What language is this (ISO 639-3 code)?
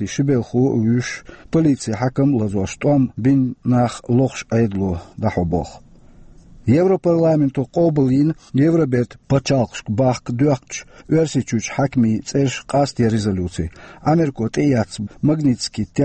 che